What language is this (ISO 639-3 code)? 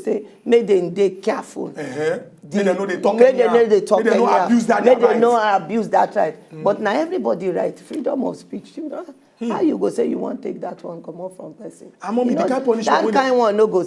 pcm